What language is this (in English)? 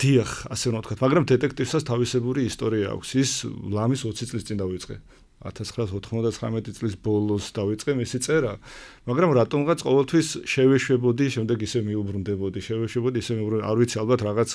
Georgian